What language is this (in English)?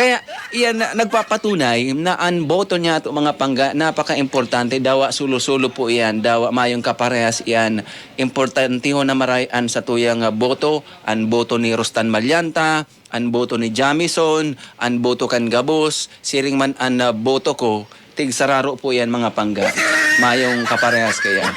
Bikol